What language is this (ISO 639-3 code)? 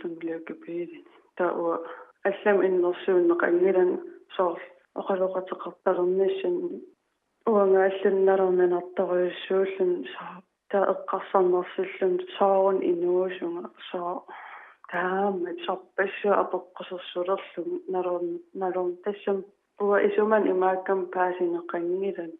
kal